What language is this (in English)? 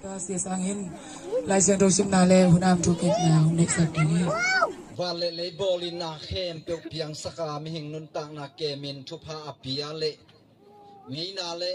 Tedim Chin